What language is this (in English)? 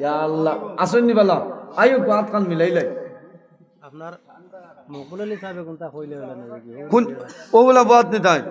Sylheti